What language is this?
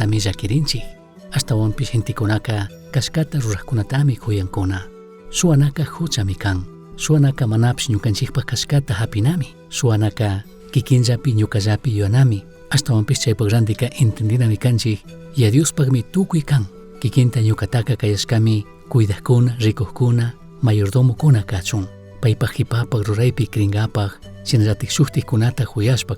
Chimborazo Highland Quichua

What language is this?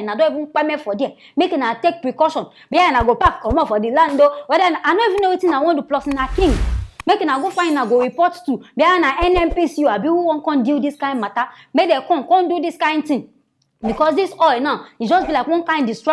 Nigerian Pidgin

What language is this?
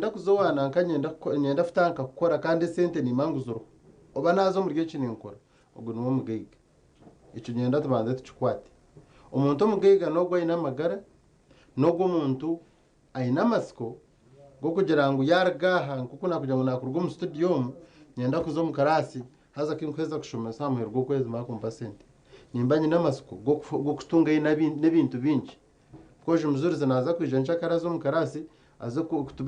Nyankole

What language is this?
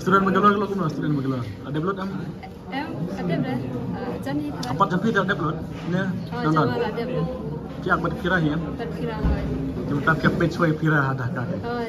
Khasi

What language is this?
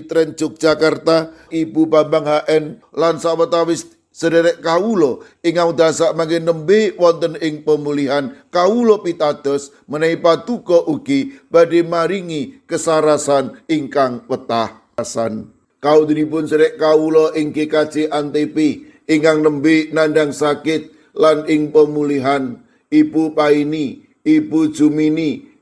Javanese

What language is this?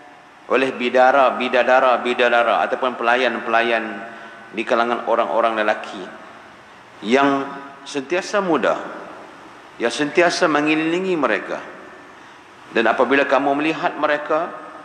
Malay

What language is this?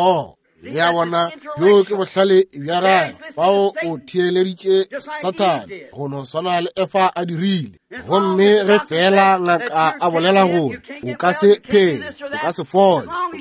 Northern Sotho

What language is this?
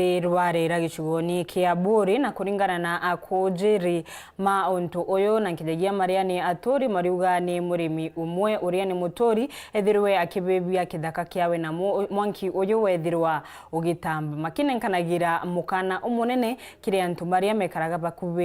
Meru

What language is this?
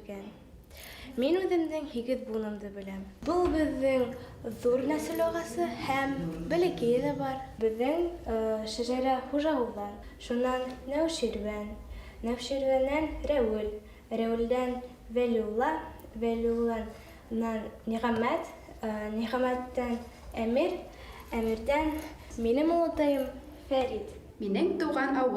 Bashkir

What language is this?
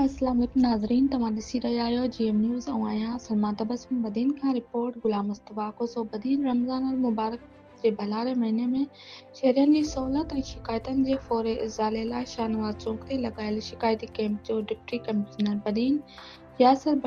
Sindhi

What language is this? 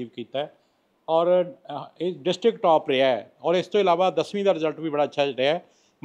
Punjabi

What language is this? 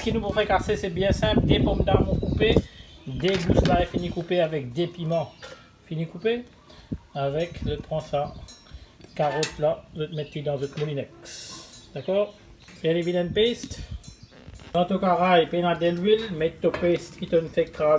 Morisyen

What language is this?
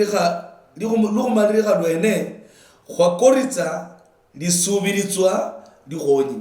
Luyia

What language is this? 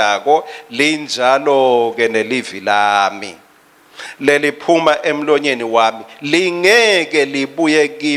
Swati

